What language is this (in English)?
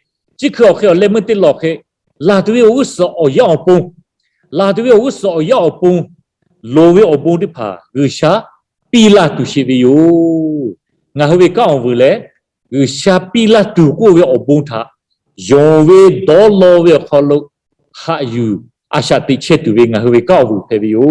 Lahu